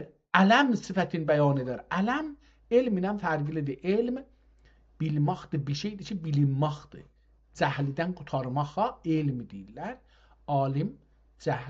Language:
South Azerbaijani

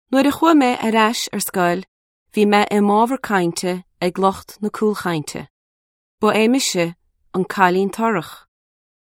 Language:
Irish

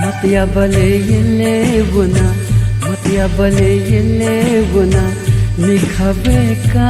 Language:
Newari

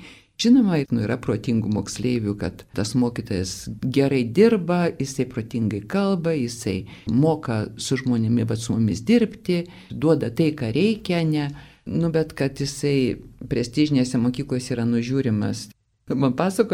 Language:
Lithuanian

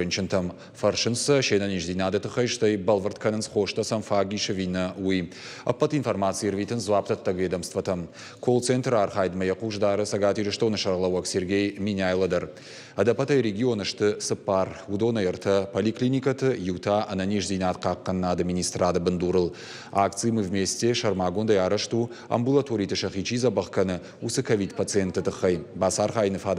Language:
Ossetic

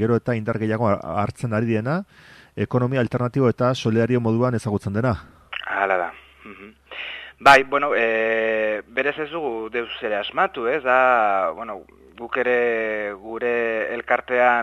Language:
Basque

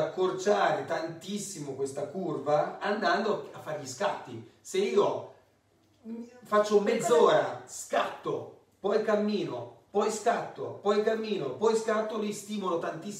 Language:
Italian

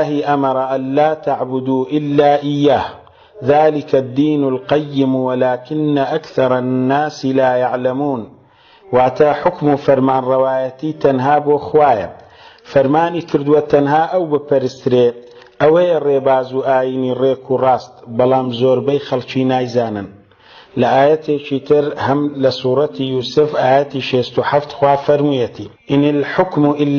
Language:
Central Kurdish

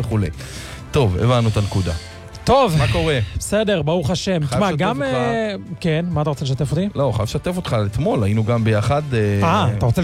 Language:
Hebrew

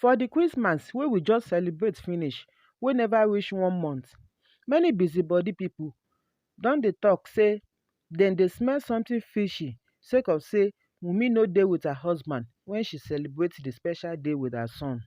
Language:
Nigerian Pidgin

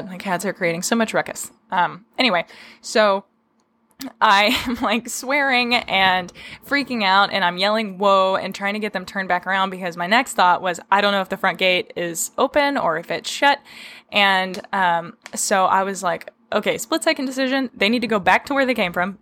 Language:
English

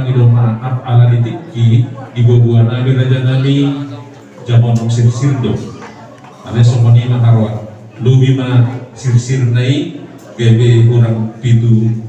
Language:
Batak Toba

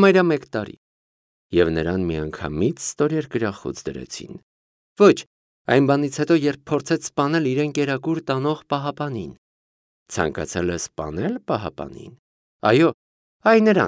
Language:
Armenian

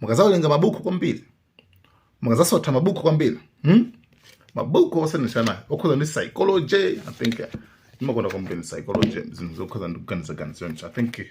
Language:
Nyanja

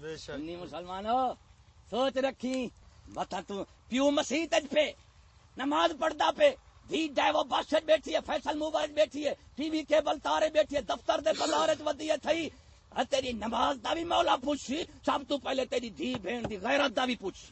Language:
Saraiki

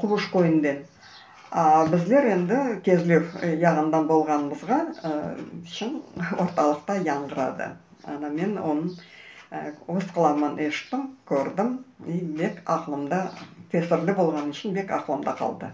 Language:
Crimean Tatar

